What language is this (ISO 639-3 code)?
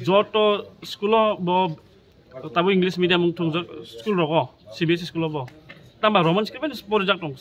trp